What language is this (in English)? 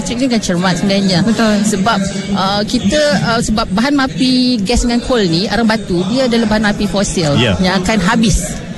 Malay